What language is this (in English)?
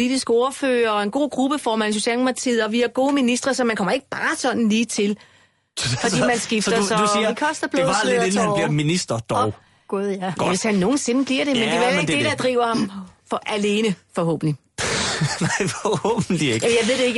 Danish